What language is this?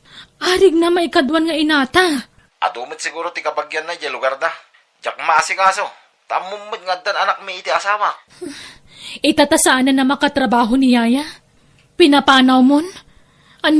Iloko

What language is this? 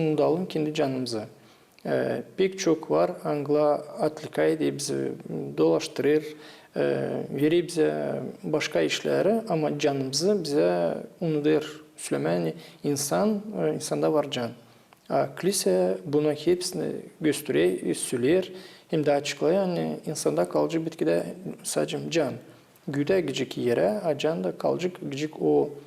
Gagauz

